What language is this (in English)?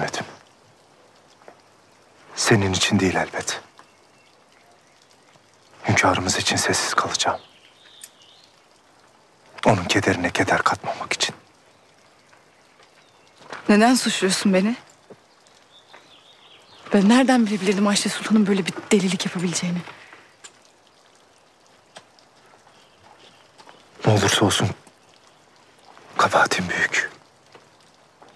Turkish